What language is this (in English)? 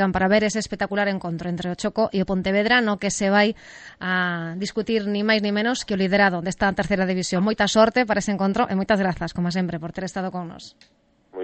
Galician